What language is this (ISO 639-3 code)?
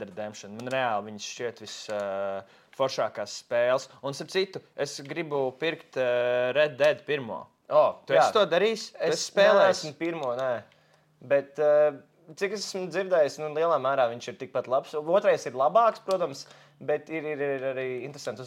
lav